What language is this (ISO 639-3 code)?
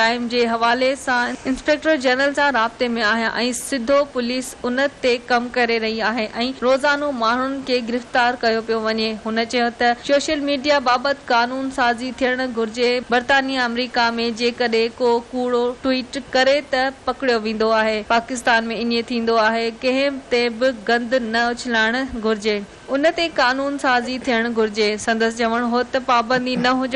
snd